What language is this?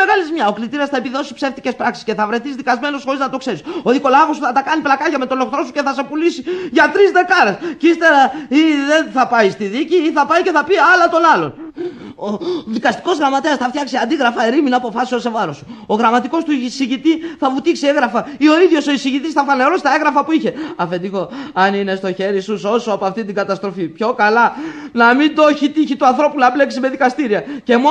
Greek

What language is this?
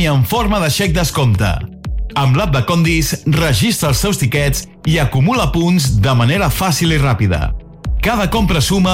Catalan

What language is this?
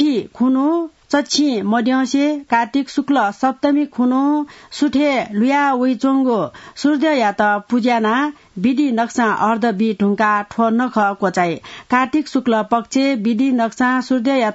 Newari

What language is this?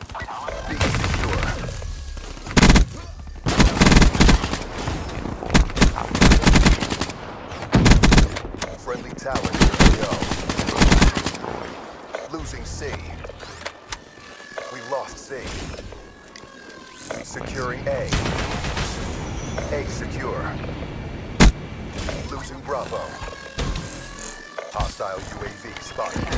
English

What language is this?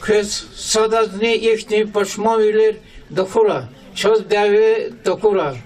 Lezghian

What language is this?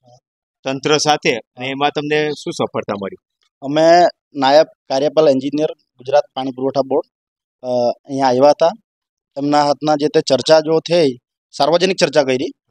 Gujarati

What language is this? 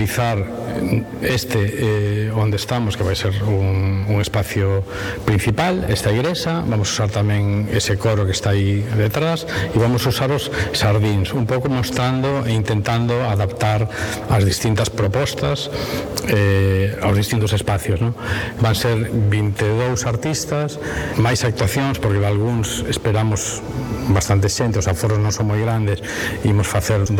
Galician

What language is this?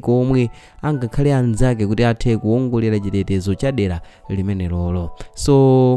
Nyanja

